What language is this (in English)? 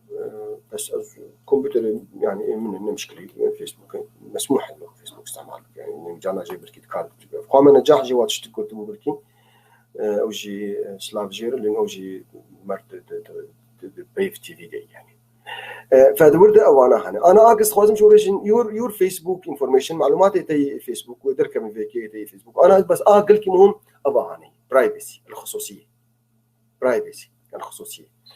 North Levantine Arabic